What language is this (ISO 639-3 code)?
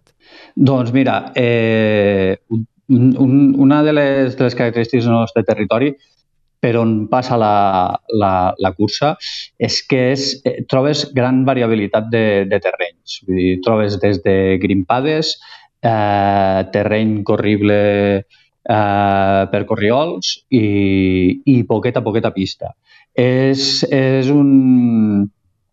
cat